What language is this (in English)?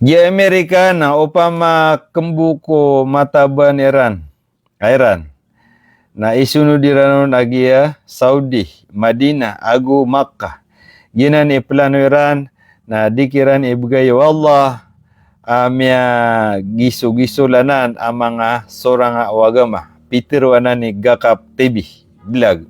Maranao